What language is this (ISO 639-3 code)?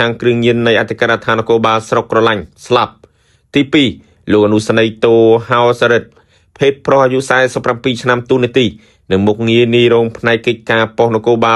khm